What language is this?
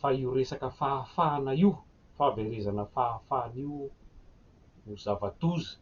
Malagasy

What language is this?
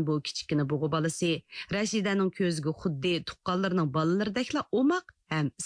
Uyghur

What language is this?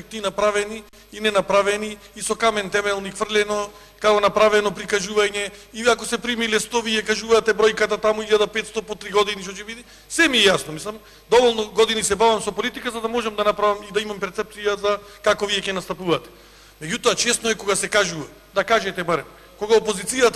Macedonian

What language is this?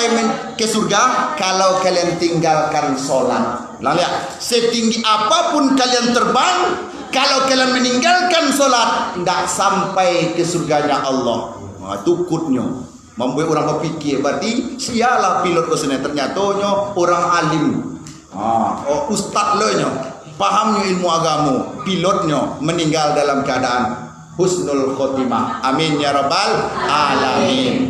Minangkabau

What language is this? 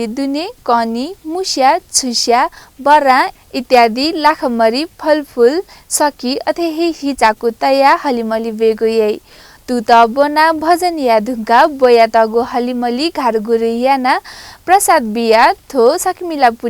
Newari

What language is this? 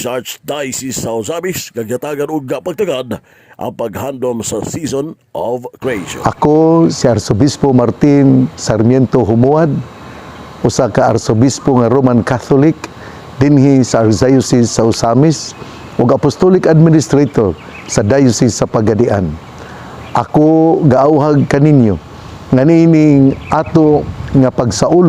Cebuano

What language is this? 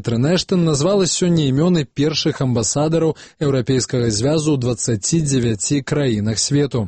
Belarusian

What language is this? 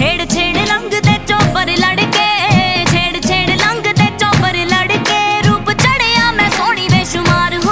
Punjabi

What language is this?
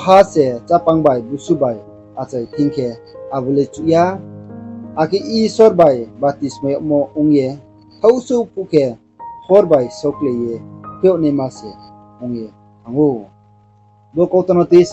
Riang (India)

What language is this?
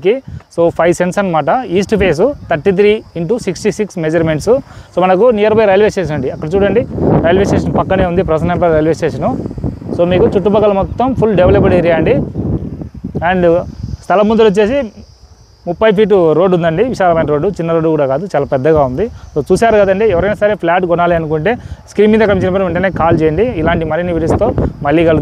Telugu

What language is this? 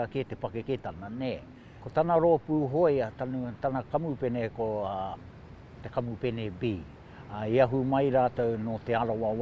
Māori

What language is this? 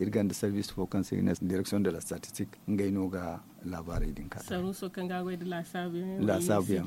Zarma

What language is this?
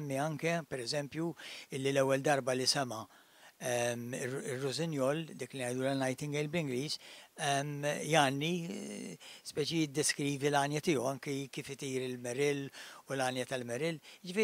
Maltese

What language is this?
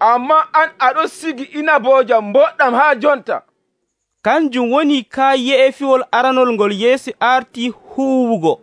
Nigerian Fulfulde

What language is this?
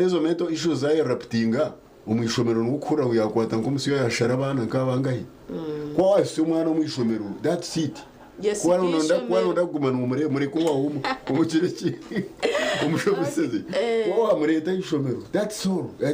Nyankole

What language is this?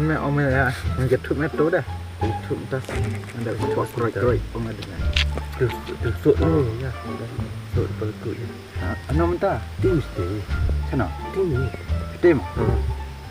Khasi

